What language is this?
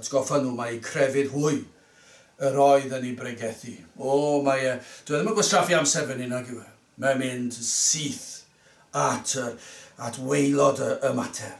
Welsh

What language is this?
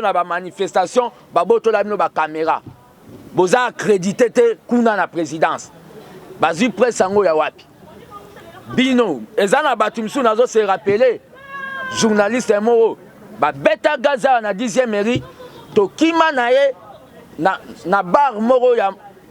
Lingala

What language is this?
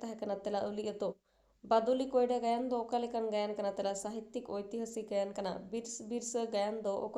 Santali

